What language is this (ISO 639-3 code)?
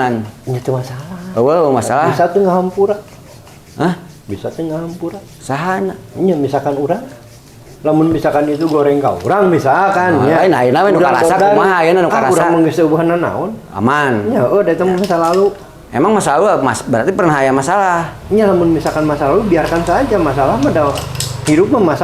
sun